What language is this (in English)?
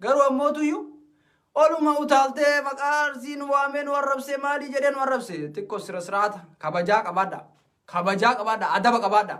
Oromo